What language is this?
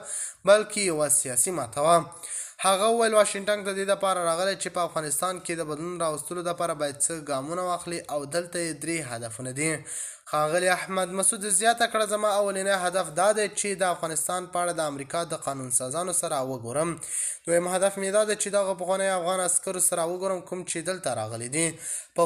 Pashto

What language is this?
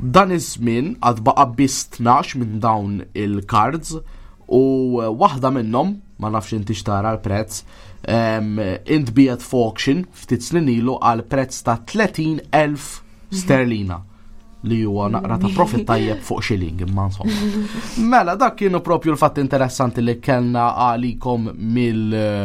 Maltese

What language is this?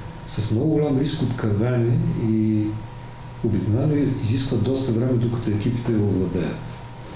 Bulgarian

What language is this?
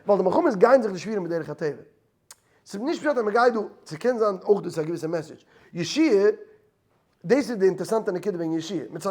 Yiddish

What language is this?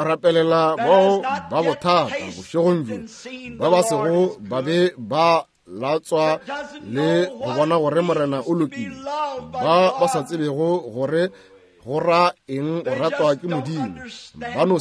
Northern Sotho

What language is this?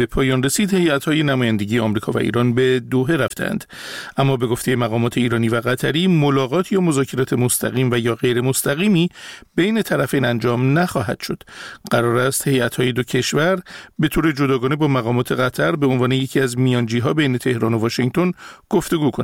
Persian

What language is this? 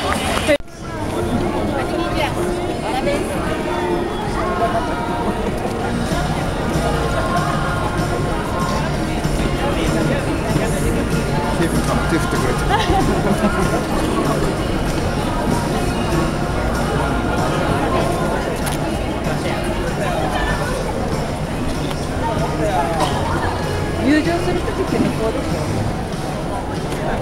Japanese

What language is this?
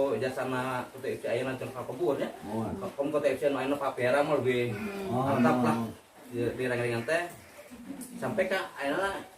Sundanese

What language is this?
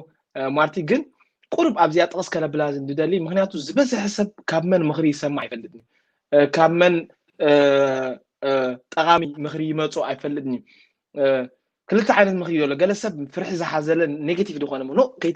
Tigrinya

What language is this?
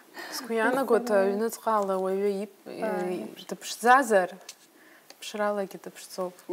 Abkhazian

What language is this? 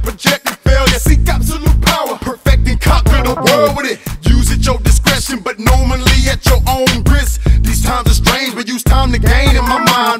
English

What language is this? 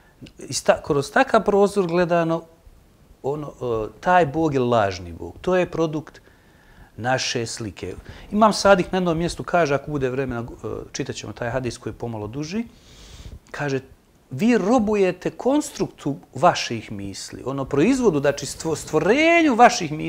Bosnian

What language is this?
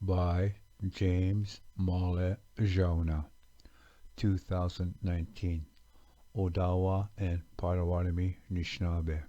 Ojibwa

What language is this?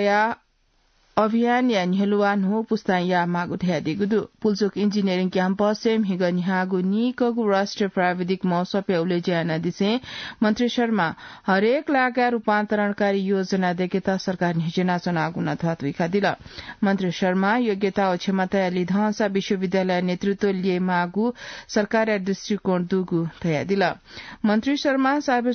Newari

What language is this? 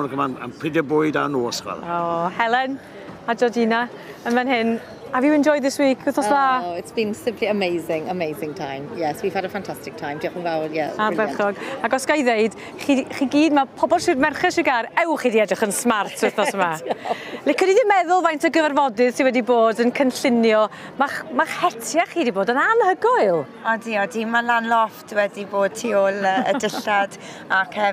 Welsh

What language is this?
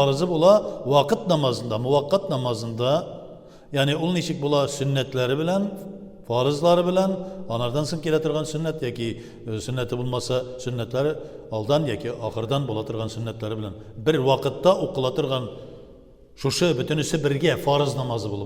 Tatar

